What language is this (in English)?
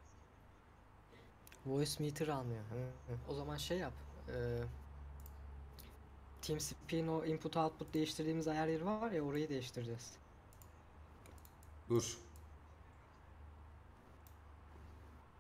Turkish